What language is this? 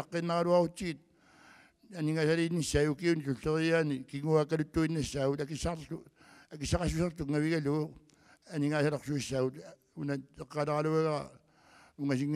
Kalaallisut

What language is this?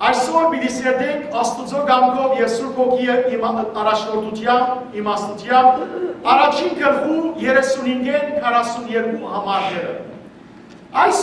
Western Armenian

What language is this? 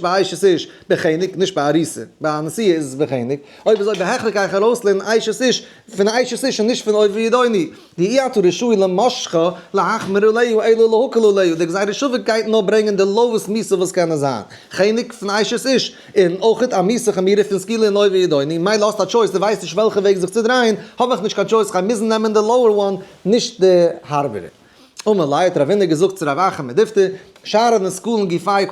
Yiddish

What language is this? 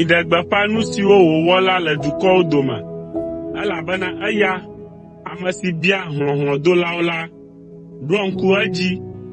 Ewe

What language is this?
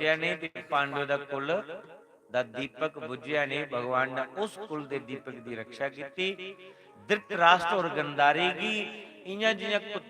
Dogri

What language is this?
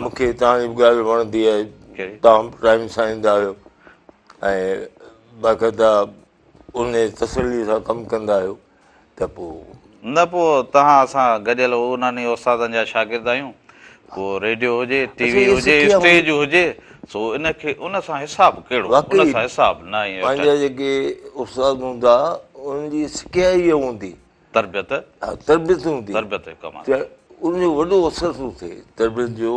Sindhi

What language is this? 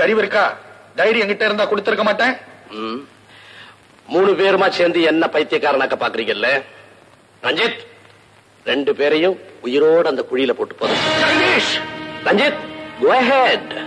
Tamil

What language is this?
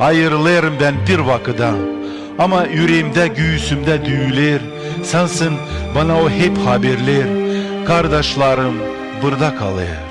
Gagauz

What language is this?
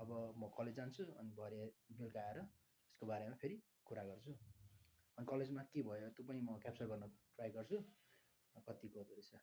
Nepali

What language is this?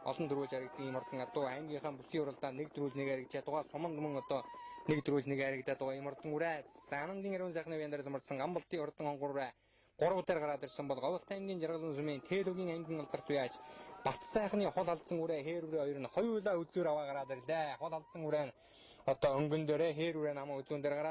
Mongolian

